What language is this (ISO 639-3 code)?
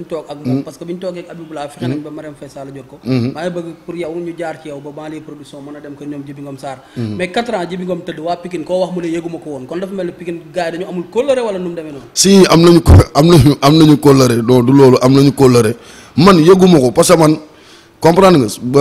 wol